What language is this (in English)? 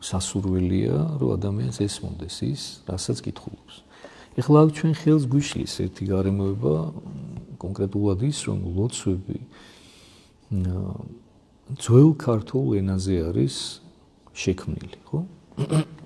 Georgian